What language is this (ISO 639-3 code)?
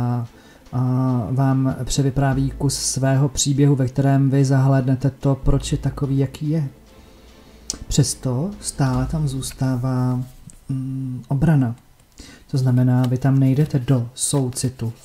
ces